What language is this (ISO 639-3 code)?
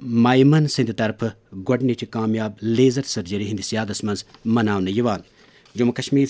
kas